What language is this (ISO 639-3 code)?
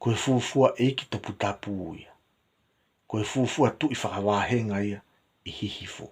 ton